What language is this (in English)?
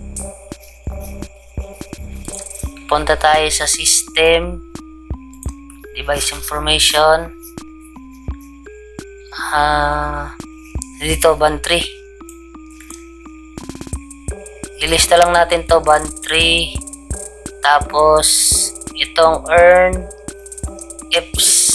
Filipino